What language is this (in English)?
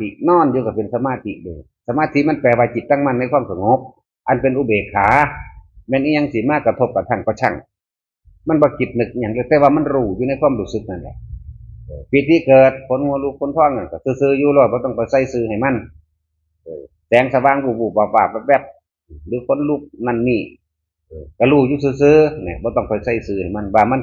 Northeastern Thai